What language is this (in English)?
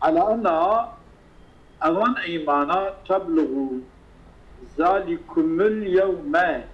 Kurdish